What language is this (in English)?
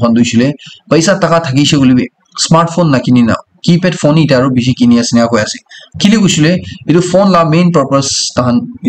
Naga Pidgin